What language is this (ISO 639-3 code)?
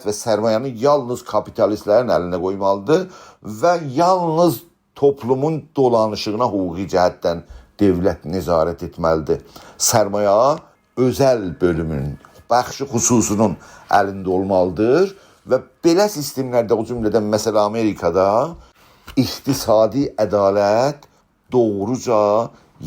azb